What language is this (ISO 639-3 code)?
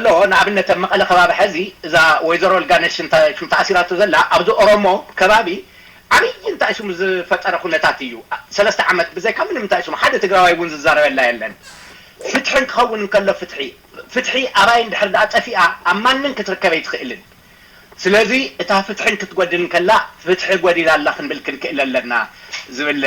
tir